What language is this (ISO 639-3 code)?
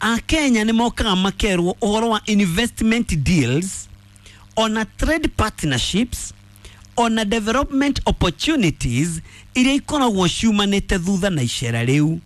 kik